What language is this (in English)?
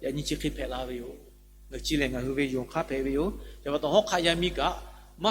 Lahu